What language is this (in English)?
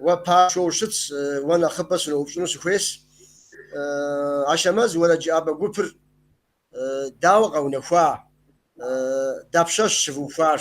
Kabardian